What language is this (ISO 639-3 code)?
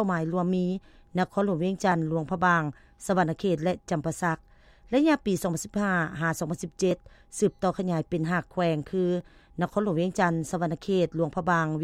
lao